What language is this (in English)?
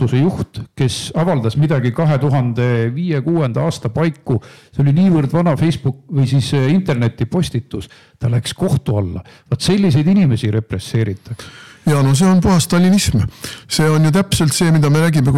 Estonian